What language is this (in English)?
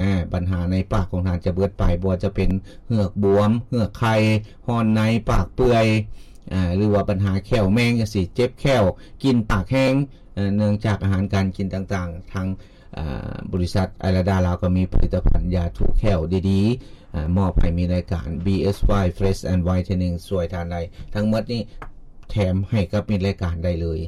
Lao